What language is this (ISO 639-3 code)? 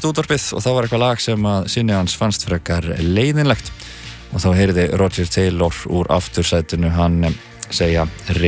isl